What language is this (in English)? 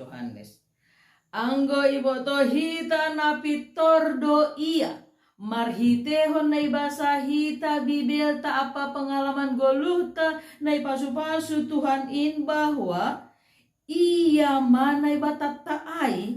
Batak Simalungun